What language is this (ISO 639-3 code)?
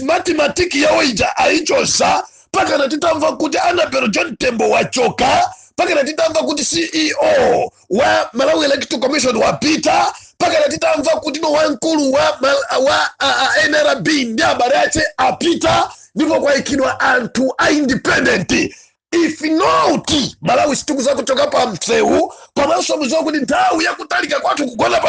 nya